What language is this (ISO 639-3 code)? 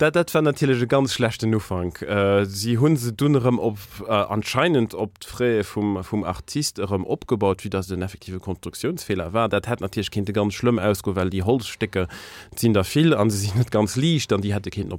ltz